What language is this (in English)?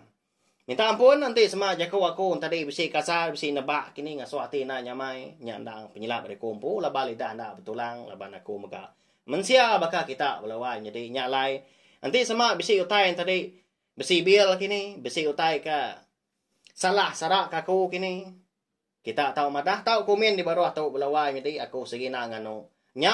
Iban